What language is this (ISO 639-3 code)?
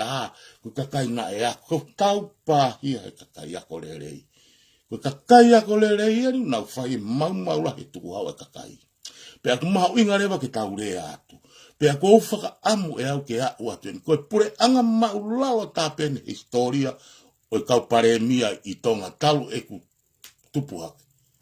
ton